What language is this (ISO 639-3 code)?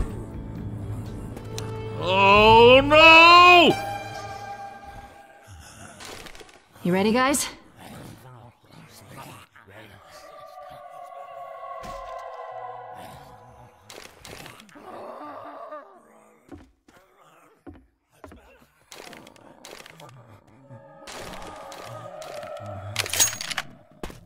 por